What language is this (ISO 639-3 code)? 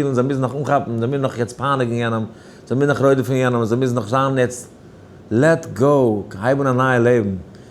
yid